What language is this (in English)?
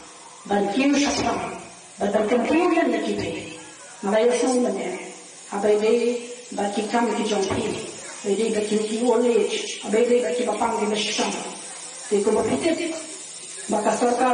Khasi